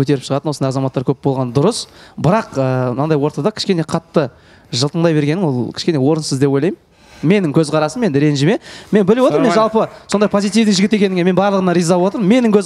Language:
Kazakh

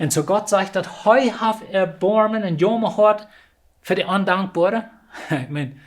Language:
Plautdietsch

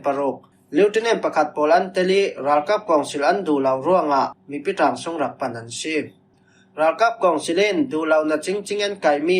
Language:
Falam Chin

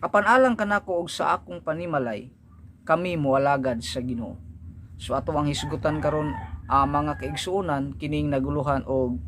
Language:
Cebuano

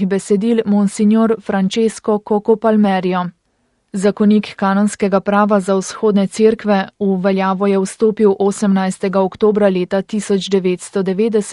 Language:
Slovenian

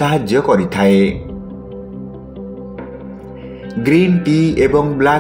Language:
Odia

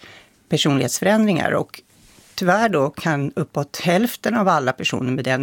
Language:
Swedish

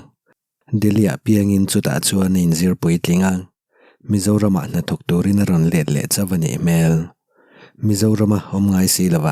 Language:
Mizo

